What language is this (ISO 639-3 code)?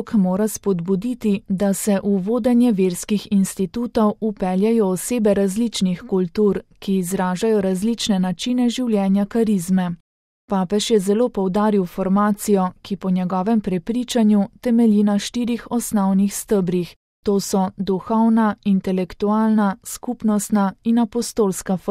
slv